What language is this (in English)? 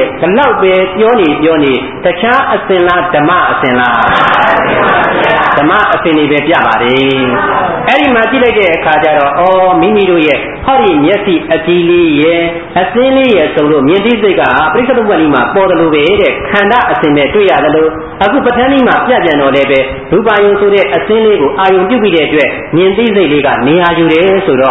Burmese